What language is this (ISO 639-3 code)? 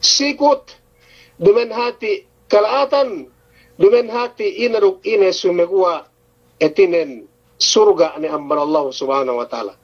yka